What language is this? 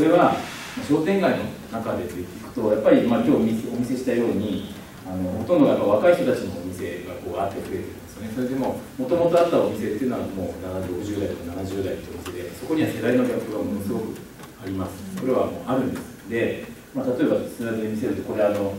Japanese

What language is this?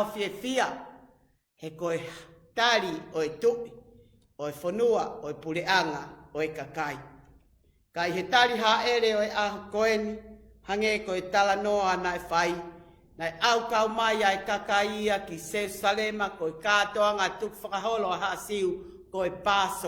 Tongan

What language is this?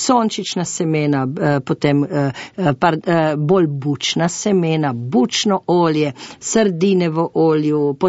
Slovenian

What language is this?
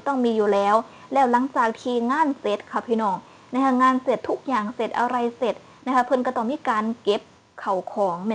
Northeastern Thai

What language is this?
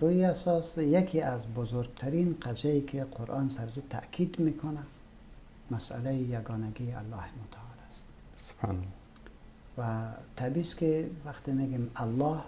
Persian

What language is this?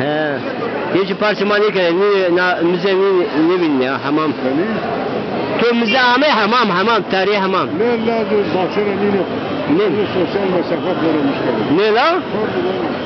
Zaza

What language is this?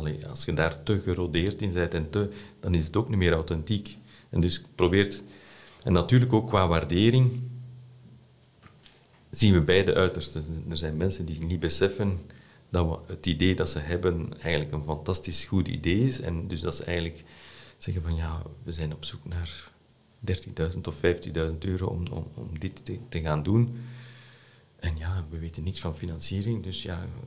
Dutch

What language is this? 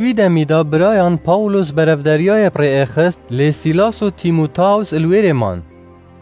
Kurdish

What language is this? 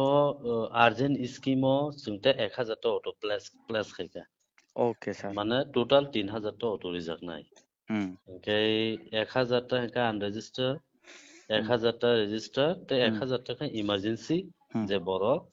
Kok Borok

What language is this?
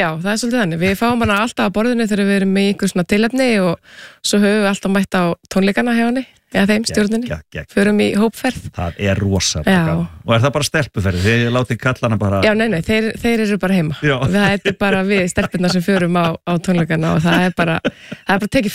Icelandic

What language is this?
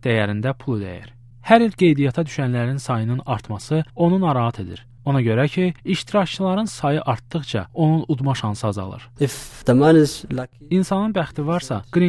Azerbaijani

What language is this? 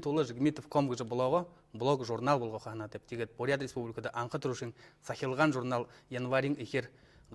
Buriat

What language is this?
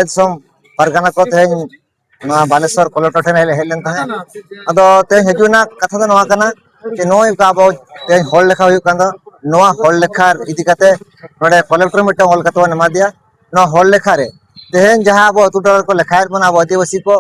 Santali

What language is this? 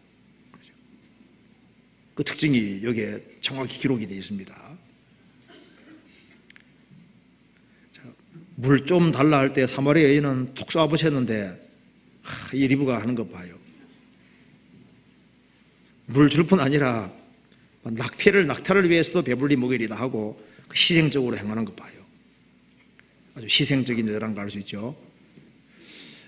Korean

